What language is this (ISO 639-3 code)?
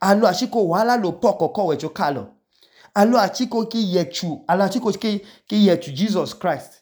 idu